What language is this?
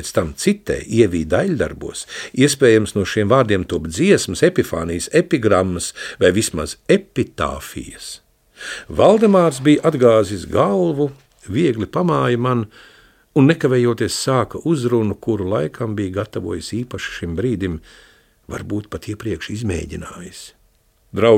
Latvian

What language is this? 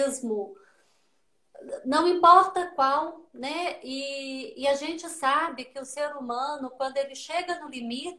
Portuguese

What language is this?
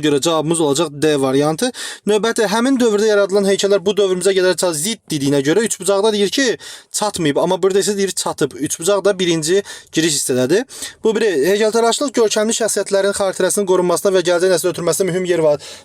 Azerbaijani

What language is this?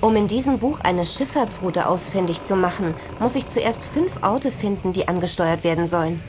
Bavarian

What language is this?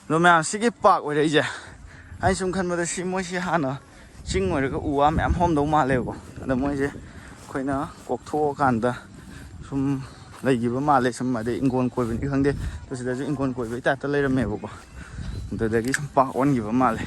Manipuri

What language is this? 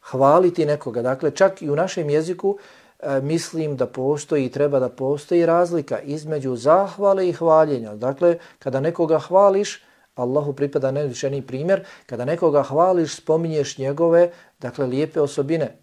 Bosnian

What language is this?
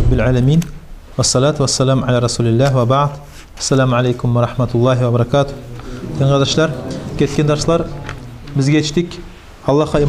Kumyk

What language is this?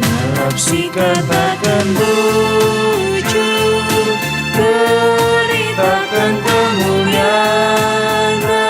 Batak Karo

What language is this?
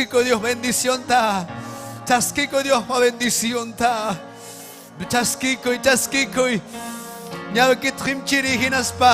Ayacucho Quechua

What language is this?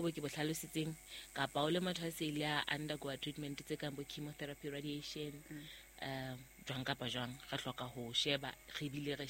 Southern Sotho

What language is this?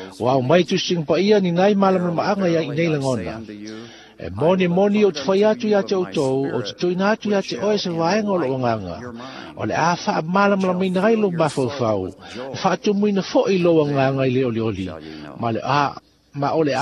Samoan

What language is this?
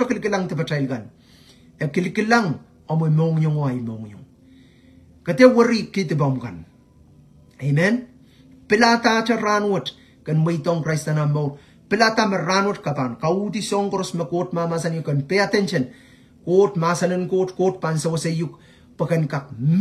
Pohnpeian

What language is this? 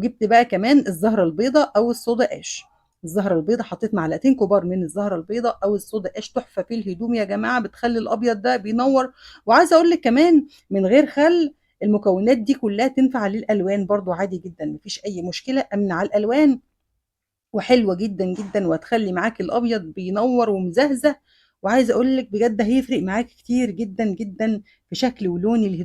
Egyptian Arabic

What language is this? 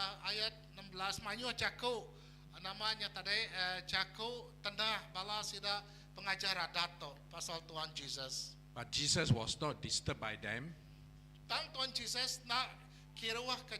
Iban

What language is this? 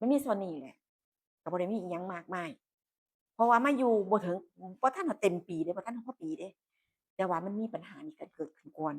Northeastern Thai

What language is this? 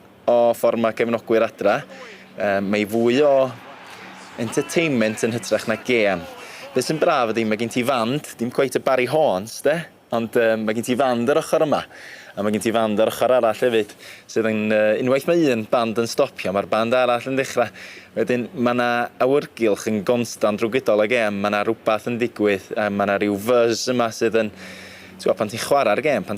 Welsh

